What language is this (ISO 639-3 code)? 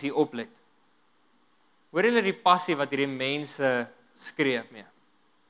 afr